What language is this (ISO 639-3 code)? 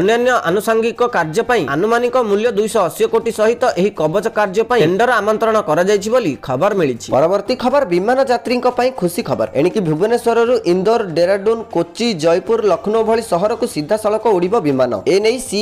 ori